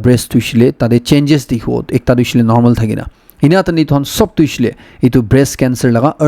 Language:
Naga Pidgin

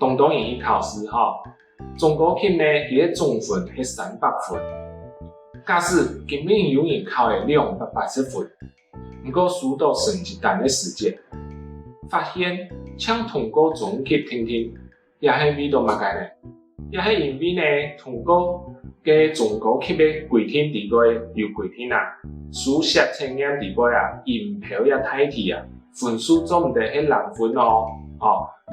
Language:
Hakka Chinese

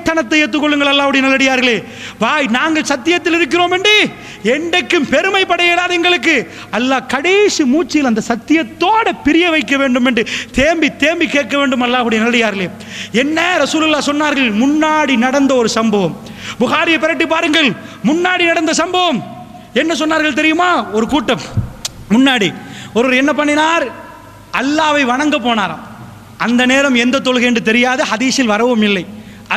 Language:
Tamil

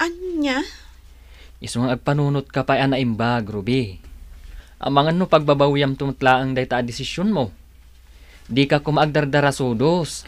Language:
Iloko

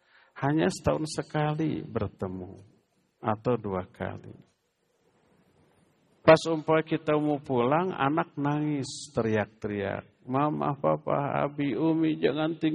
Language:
Indonesian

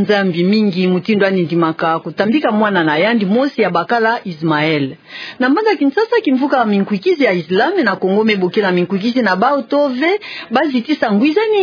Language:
Kituba (Democratic Republic of Congo)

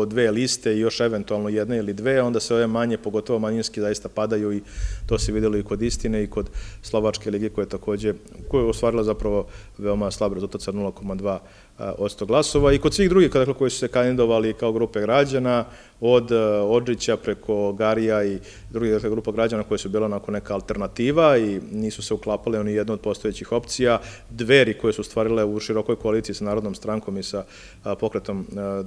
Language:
Serbian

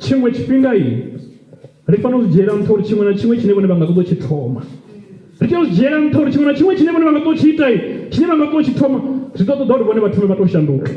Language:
Venda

